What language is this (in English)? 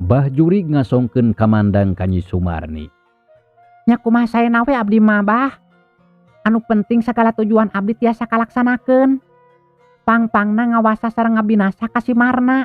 Sundanese